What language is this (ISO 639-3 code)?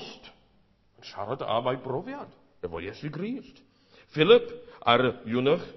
cym